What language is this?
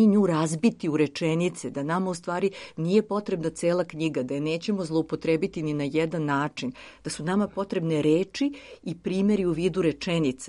Serbian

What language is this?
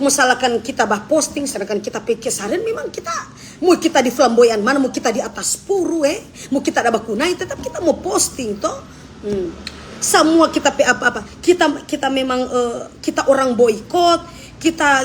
Manado Malay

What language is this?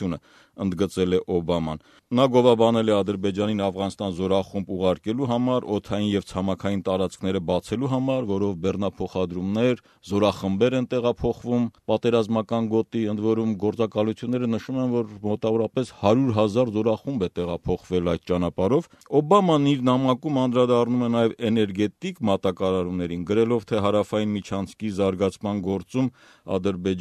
Armenian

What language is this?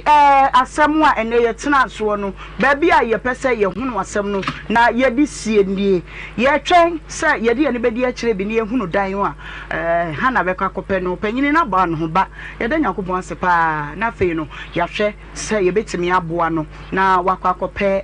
Akan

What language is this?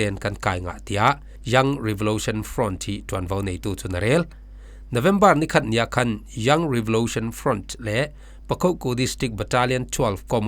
Falam Chin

